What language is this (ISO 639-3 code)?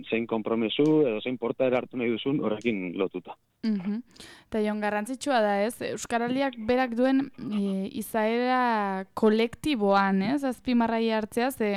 eus